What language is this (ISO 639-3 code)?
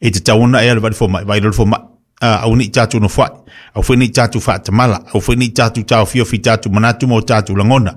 smo